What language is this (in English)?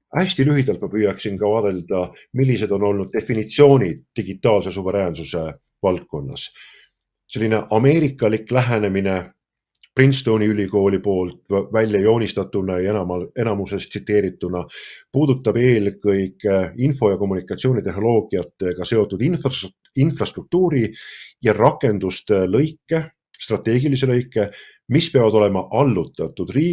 Estonian